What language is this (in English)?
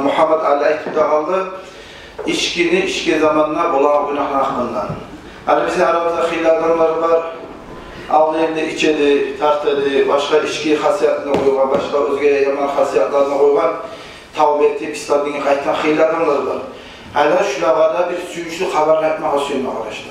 Kumyk